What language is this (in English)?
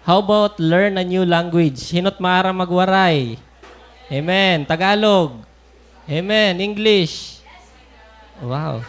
Waray